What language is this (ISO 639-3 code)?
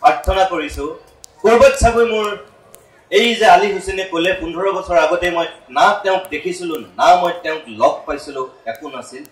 asm